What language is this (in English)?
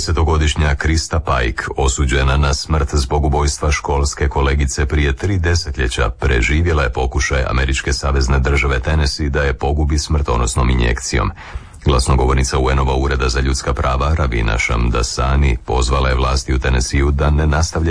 Croatian